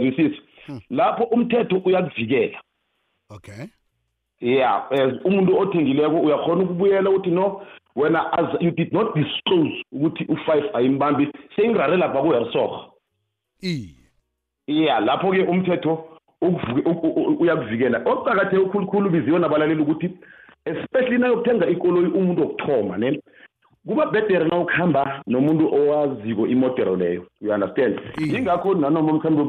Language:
South Ndebele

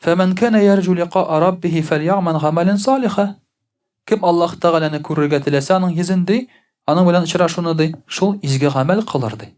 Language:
Tatar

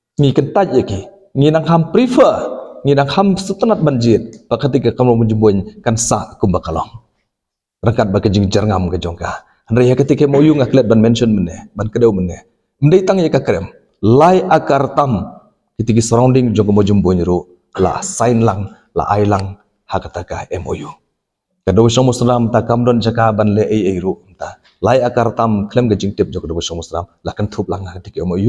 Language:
Khasi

